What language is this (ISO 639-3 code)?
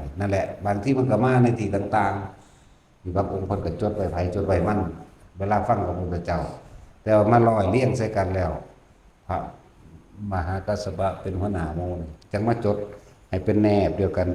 tts